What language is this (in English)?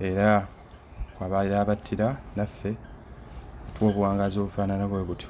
Ganda